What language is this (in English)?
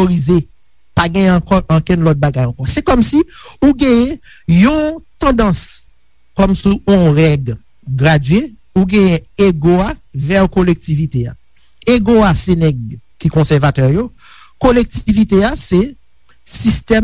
Haitian Creole